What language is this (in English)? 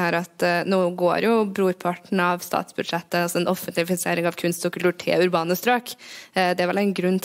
Norwegian